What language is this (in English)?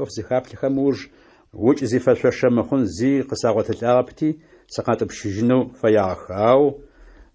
Adyghe